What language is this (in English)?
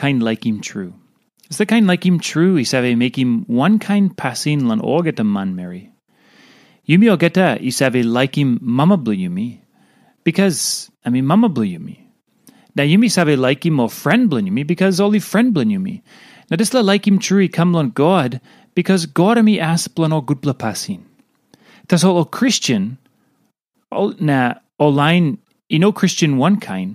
Tok Pisin